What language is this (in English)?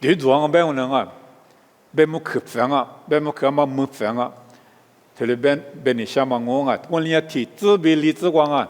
Lisu